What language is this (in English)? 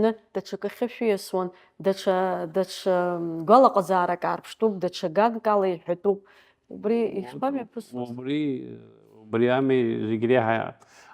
Abkhazian